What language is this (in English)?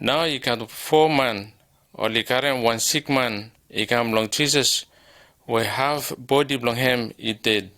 Bislama